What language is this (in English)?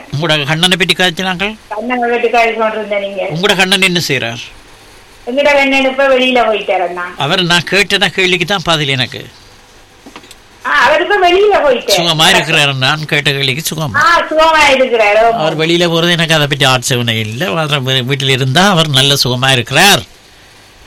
Tamil